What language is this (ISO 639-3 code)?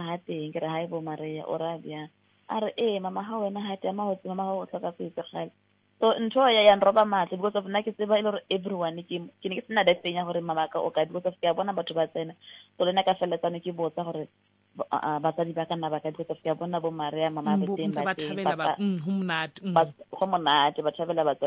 sot